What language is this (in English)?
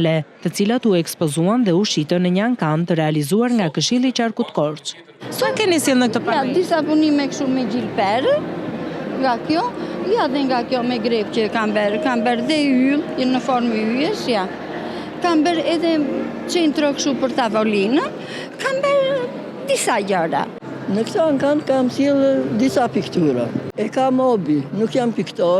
Albanian